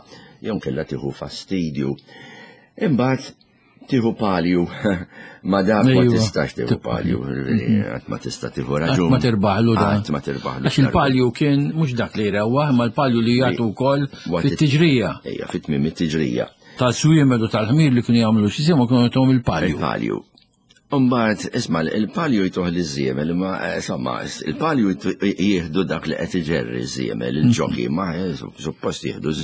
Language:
Maltese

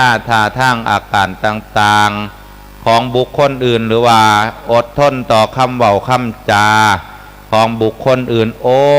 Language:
Lao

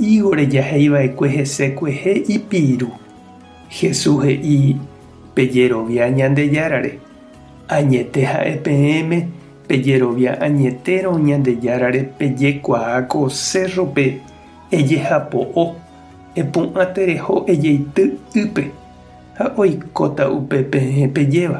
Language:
Guarani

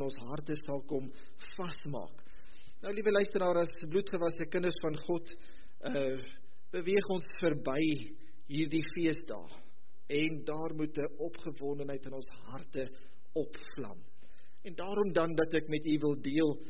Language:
Afrikaans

